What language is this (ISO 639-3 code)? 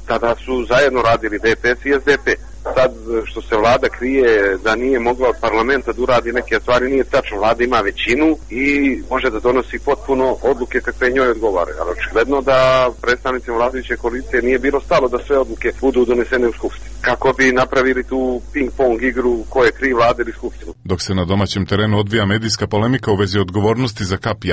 srp